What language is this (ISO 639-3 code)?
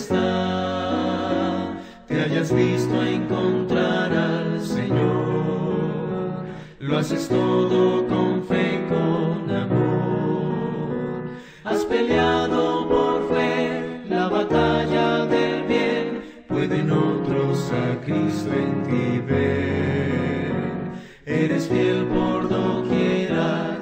spa